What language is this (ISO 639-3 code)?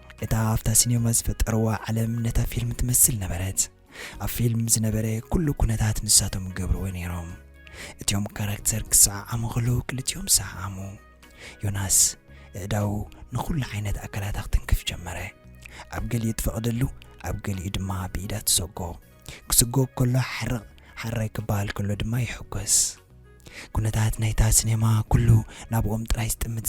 tir